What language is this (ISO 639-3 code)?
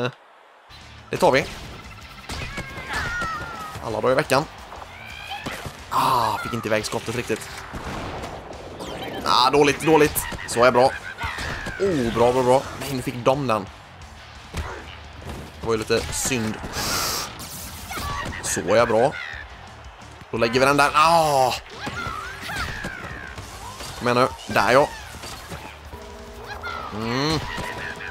swe